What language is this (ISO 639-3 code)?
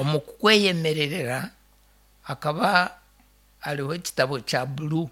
nyn